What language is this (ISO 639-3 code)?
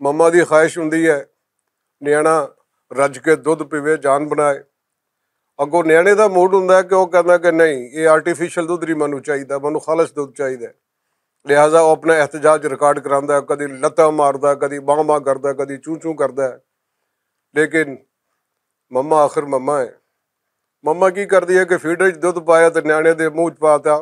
lah